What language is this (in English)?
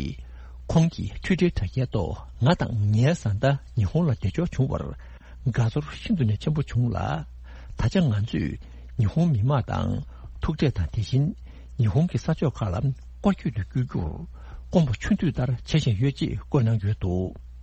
Tibetan